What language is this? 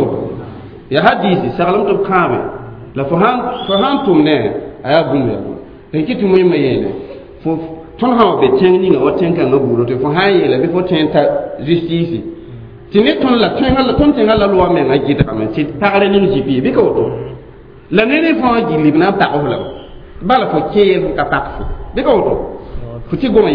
Mossi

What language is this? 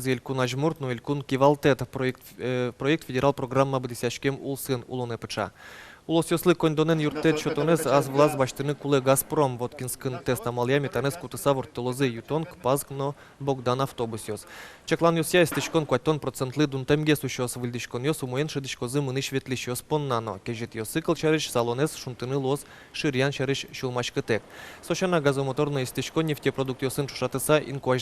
Udmurt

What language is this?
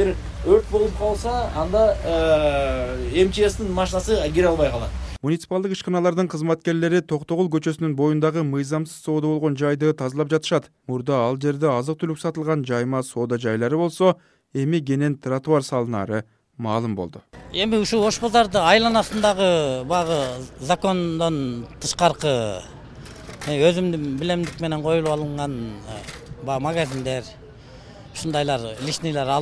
Kyrgyz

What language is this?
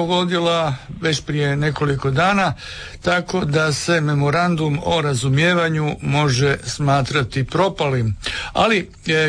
Croatian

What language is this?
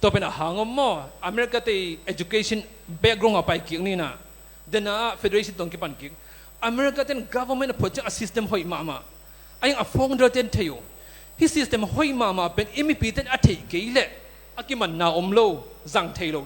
Tedim Chin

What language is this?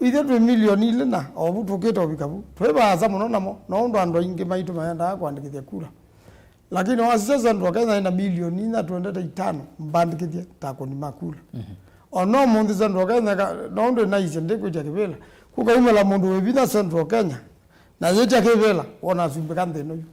Kamba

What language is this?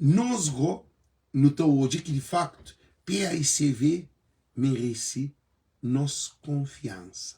Kabuverdianu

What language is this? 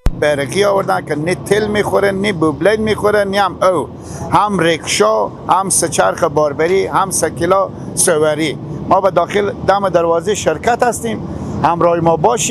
Persian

